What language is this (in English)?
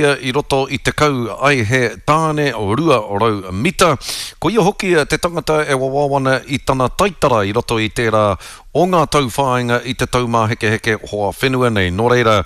Māori